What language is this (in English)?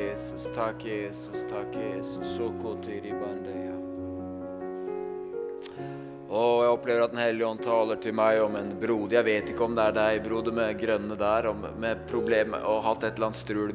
Norwegian